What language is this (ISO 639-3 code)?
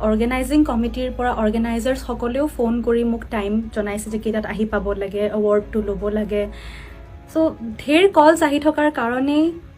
asm